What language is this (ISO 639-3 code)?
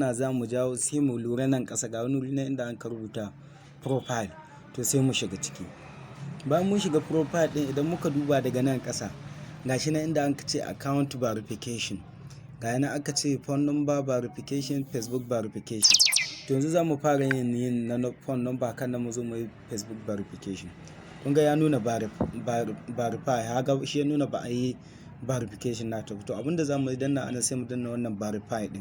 hau